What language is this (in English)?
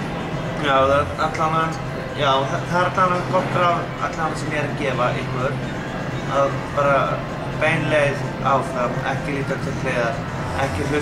Icelandic